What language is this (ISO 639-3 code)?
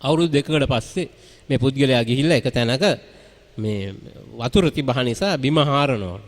sin